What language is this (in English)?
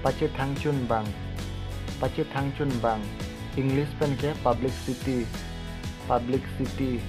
Karbi